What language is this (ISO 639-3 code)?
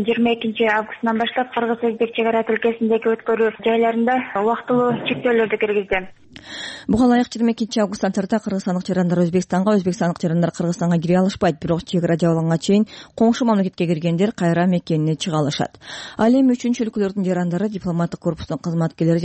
kir